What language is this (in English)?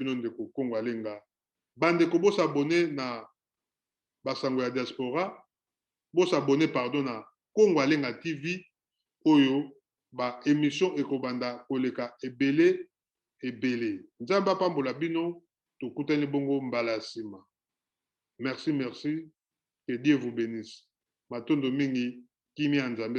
Lingala